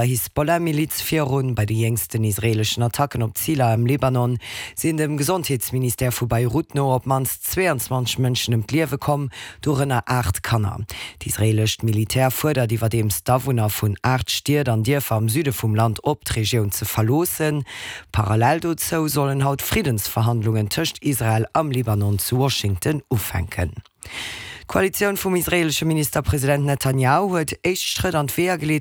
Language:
Luxembourgish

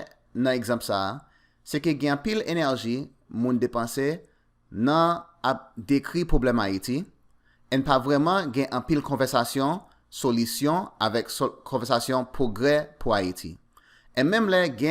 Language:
Haitian Creole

